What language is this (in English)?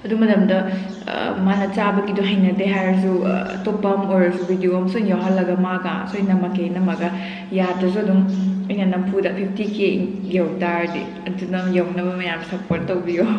Manipuri